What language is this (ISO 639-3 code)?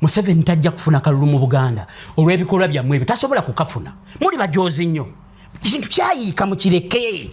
lug